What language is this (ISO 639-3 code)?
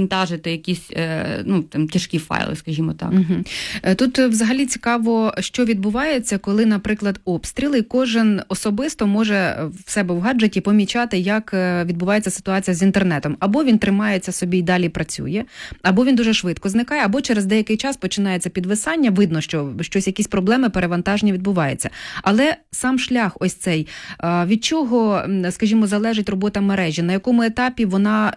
ukr